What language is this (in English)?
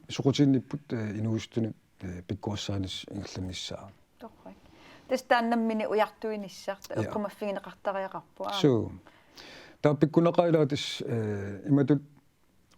Kalaallisut